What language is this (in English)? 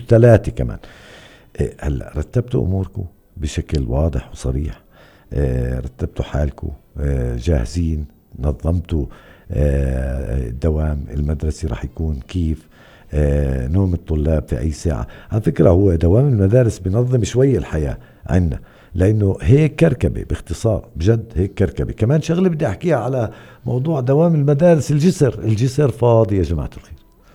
North Levantine Arabic